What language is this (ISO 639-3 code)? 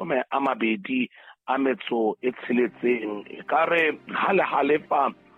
sot